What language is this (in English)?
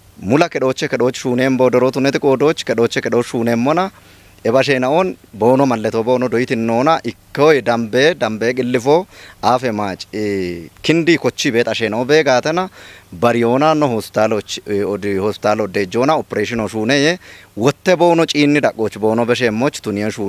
Kafa